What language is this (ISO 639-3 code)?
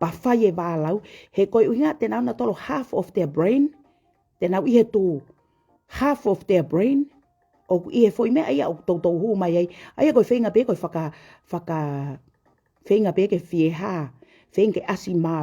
ton